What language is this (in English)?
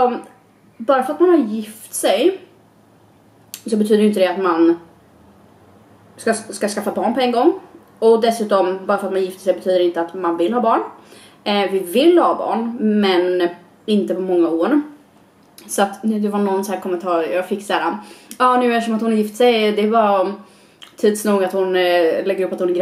Swedish